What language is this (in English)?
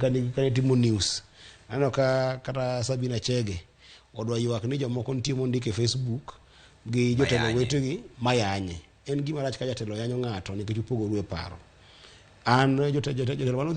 Luo (Kenya and Tanzania)